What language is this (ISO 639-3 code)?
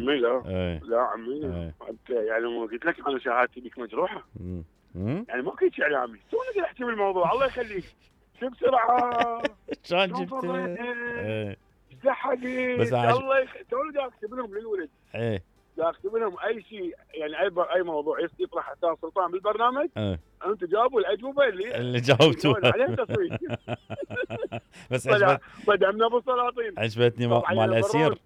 acm